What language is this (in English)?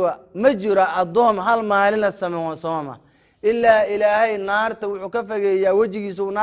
Somali